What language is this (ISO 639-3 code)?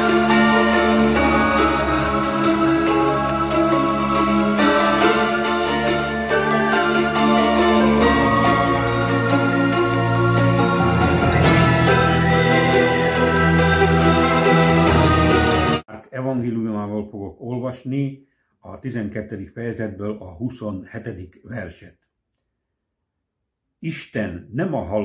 hun